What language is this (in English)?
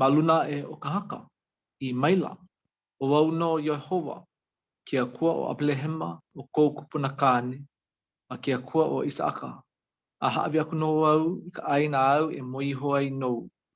Hawaiian